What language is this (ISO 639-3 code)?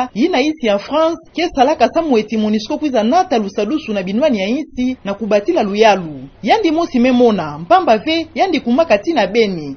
ktu